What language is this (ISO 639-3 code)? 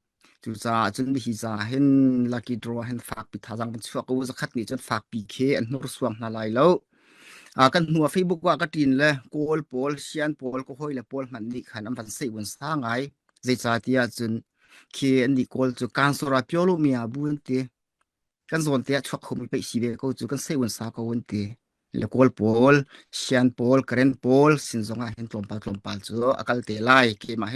cnh